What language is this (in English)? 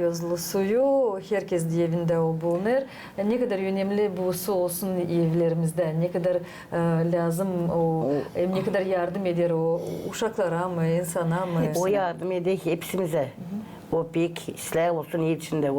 Gagauz